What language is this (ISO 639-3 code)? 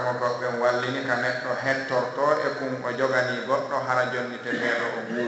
ful